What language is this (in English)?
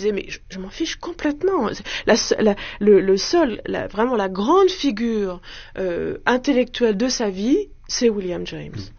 French